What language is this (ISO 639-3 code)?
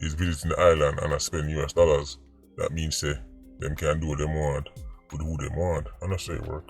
jam